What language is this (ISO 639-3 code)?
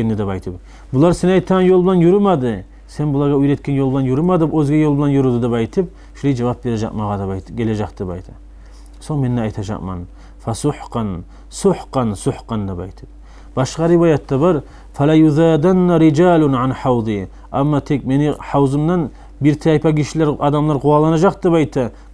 kum